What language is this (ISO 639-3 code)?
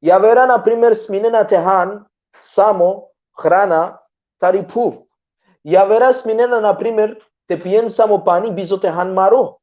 rmn